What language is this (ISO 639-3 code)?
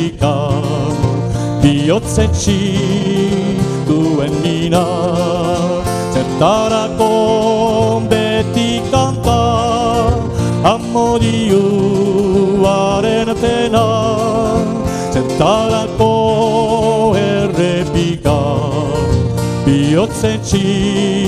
eus